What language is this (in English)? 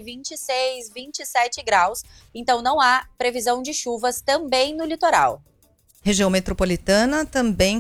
Portuguese